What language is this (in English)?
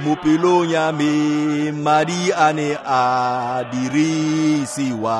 Tswana